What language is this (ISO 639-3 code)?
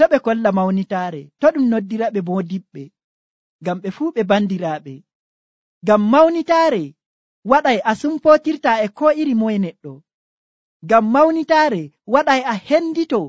fuv